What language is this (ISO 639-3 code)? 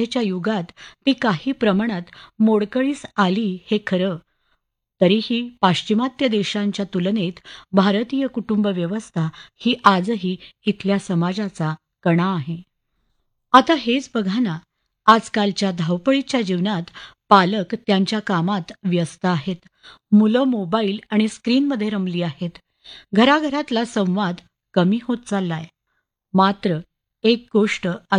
mar